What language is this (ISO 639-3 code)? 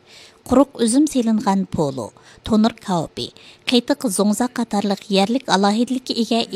uig